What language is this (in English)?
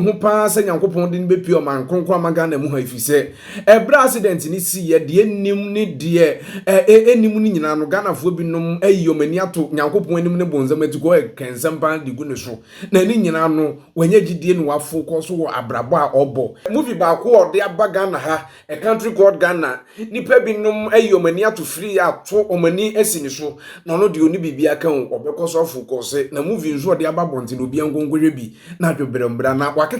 Akan